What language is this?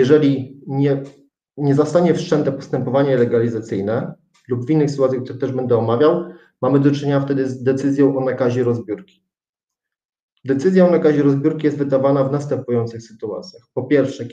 Polish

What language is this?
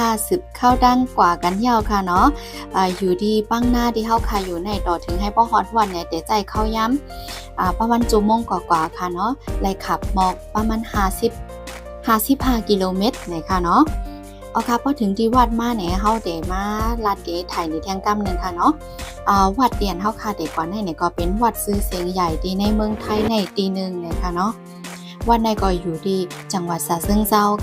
Shan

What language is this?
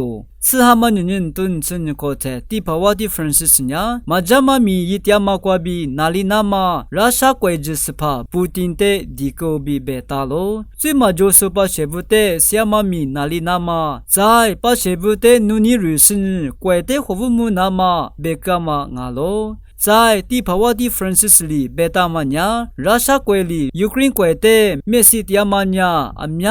Lisu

